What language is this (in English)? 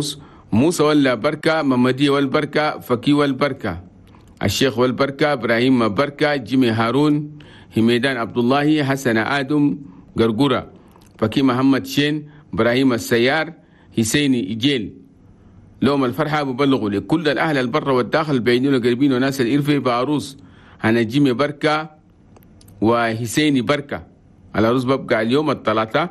Chadian Arabic